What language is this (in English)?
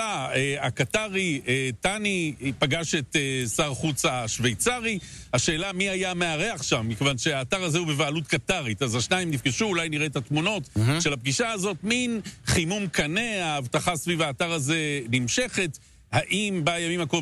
Hebrew